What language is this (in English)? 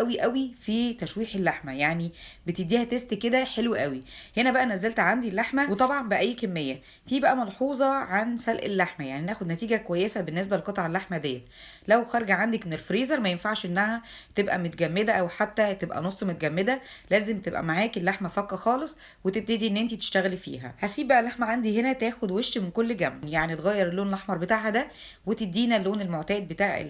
Egyptian Arabic